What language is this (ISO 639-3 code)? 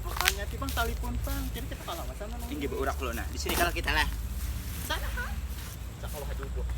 bjn